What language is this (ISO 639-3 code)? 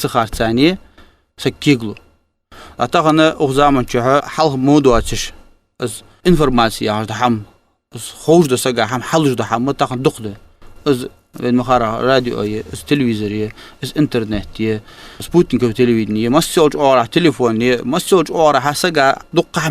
inh